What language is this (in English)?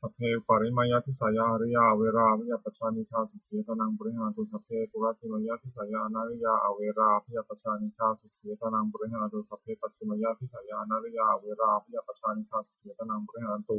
Pali